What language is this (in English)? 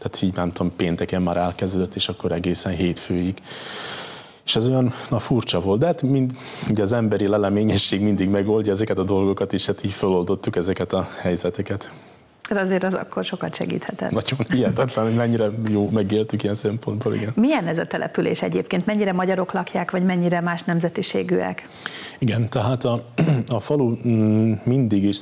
Hungarian